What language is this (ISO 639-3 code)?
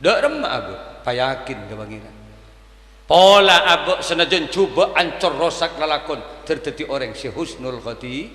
mad